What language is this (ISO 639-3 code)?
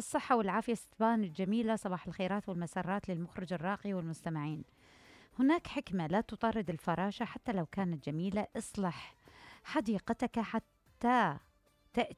acm